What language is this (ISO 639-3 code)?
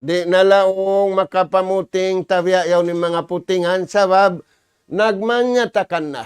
tsg